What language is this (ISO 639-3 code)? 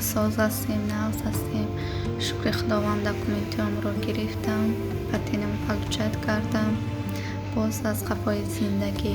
tgk